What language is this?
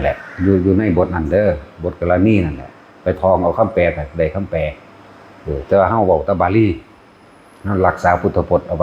Northeastern Thai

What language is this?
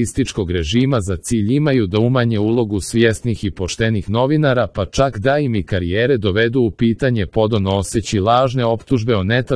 Croatian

